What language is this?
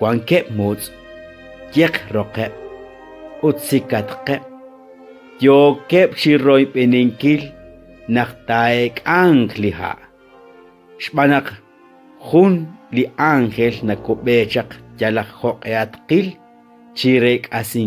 Kekchí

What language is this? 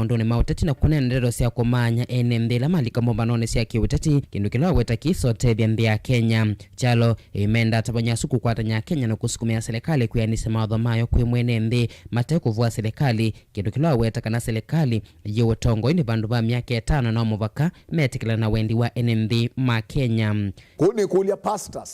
Kamba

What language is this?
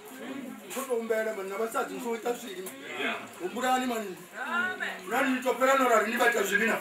Venda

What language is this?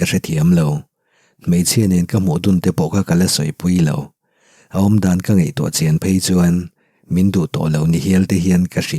Mizo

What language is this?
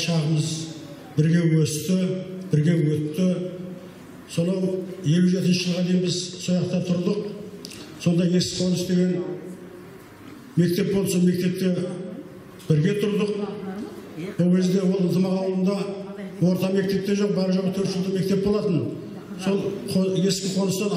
Kazakh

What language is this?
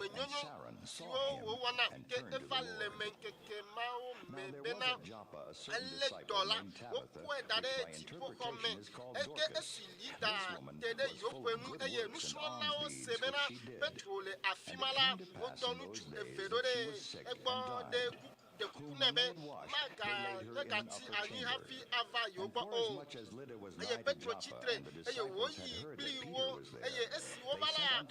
Ewe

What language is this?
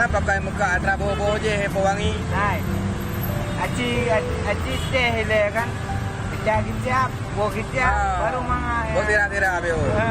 Achinese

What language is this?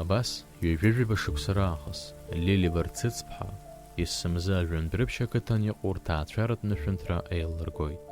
Abkhazian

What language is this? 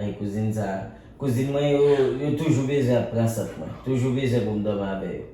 Haitian Creole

